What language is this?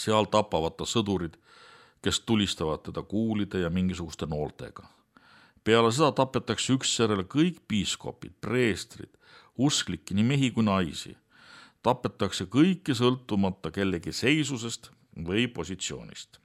Estonian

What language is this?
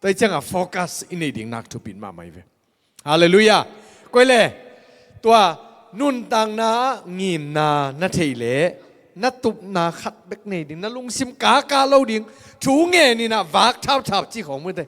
Tedim Chin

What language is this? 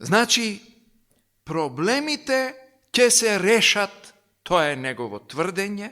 Macedonian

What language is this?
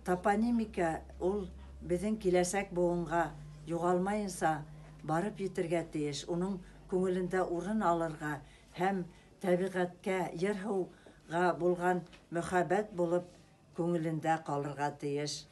Bashkir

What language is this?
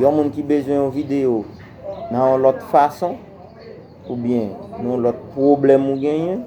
Haitian Creole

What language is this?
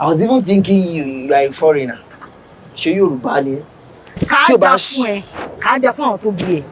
Yoruba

